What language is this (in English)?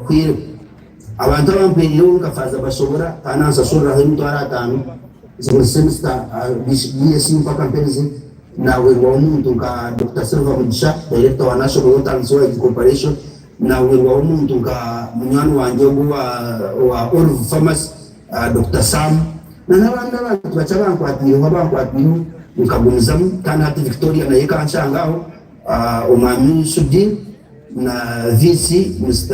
Nyankole